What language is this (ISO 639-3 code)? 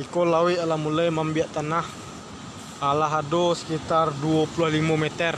min